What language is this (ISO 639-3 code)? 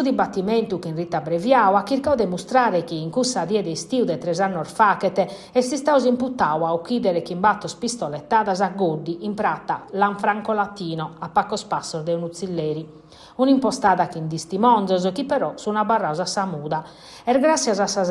srd